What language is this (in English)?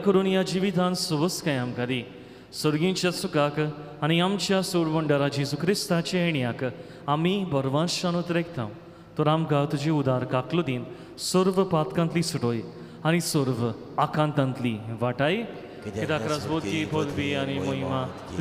Konkani